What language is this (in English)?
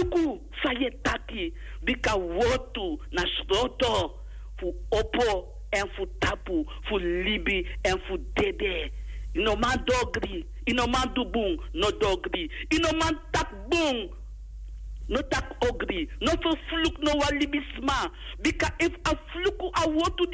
Sranan Tongo